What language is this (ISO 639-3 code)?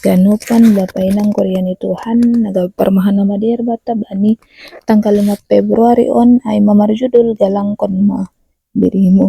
bts